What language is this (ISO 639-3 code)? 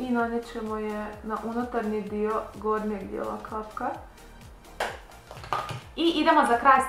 hrv